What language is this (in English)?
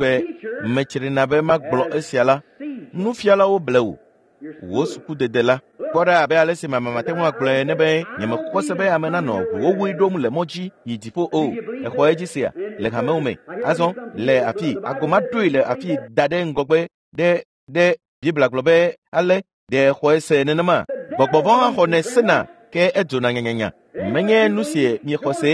Ewe